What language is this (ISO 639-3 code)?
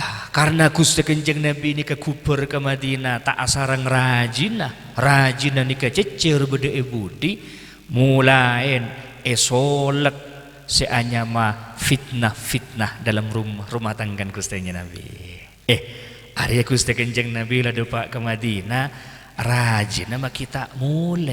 mad